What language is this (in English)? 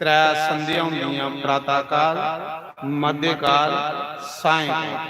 Dogri